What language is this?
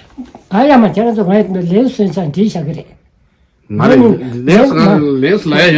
Tibetan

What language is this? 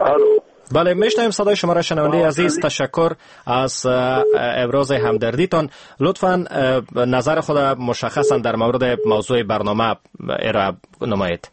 Persian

